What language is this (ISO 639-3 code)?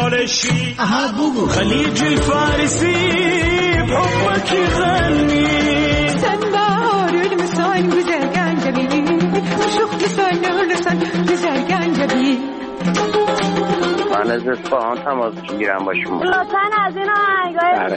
fas